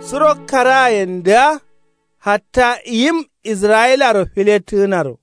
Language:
Kanuri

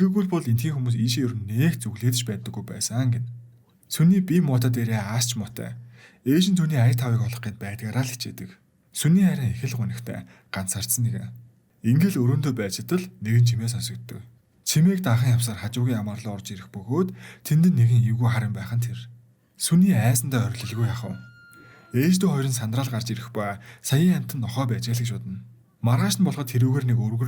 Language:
Mongolian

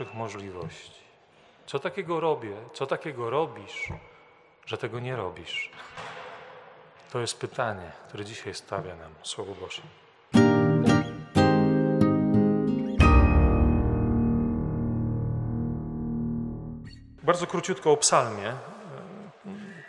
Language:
Polish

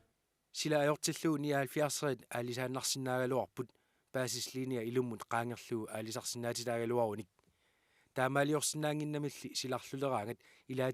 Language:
Kalaallisut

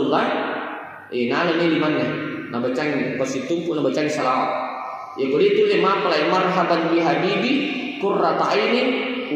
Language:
Buginese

